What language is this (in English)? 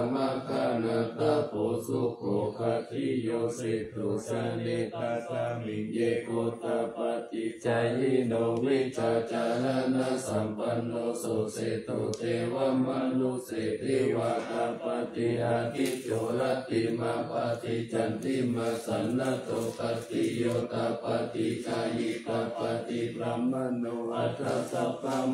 Pali